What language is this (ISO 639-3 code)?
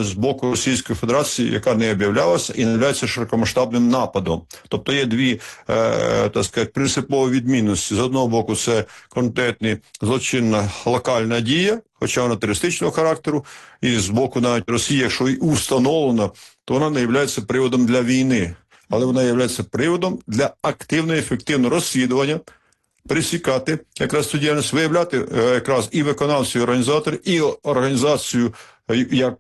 ukr